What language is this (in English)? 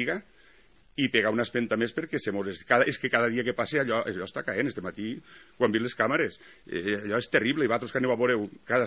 Catalan